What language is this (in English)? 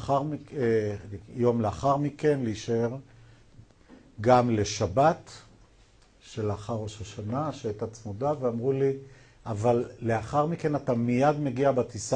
Hebrew